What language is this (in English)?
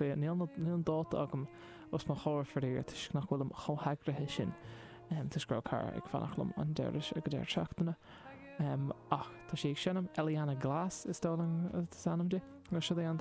Irish